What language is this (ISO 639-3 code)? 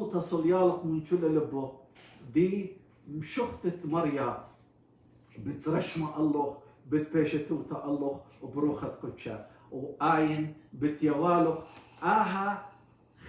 aii